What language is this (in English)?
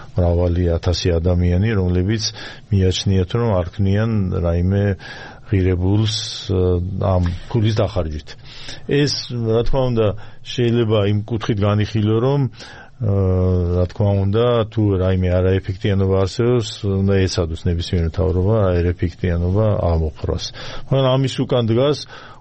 Georgian